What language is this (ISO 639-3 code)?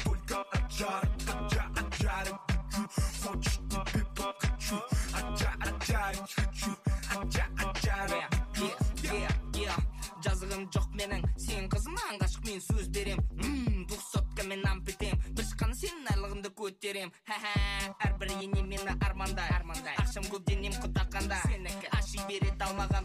kaz